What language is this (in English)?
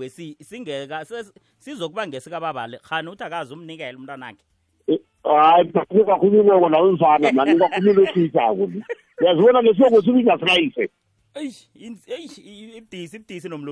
South Ndebele